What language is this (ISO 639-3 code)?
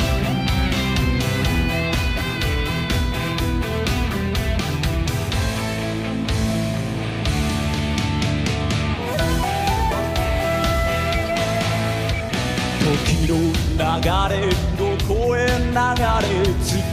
jpn